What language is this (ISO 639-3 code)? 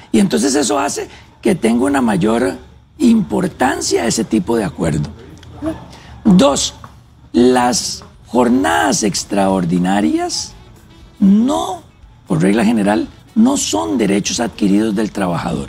spa